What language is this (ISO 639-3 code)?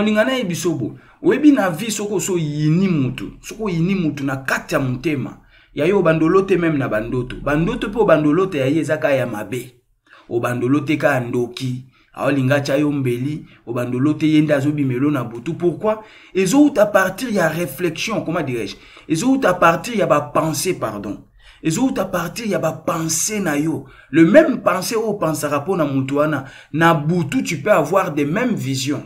lin